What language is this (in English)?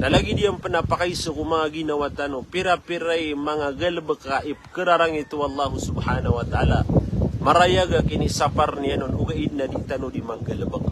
Maranao